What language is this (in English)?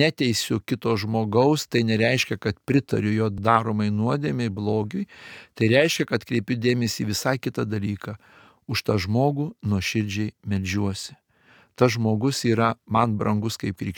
Lithuanian